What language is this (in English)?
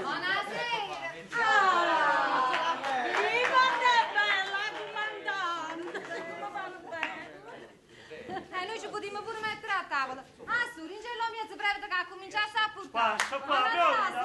Neapolitan